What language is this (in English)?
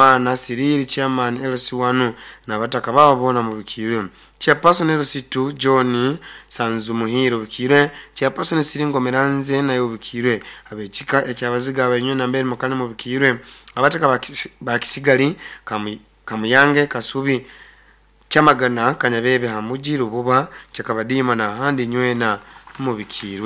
Nyoro